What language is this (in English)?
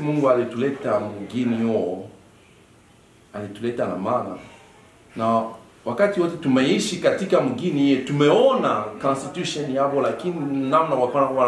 Swahili